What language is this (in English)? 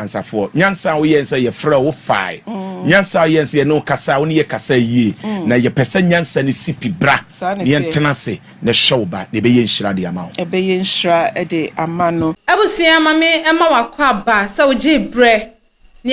Akan